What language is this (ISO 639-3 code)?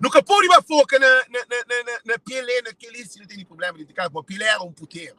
kea